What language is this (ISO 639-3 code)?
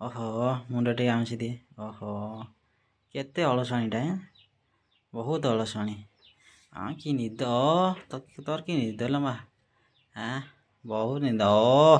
ori